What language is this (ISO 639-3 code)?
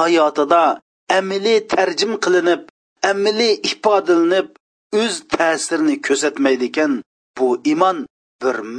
uig